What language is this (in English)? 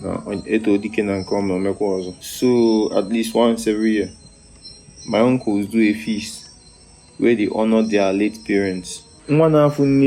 Igbo